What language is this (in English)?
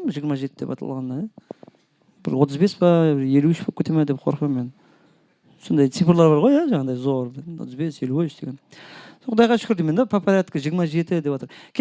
Kara-Kalpak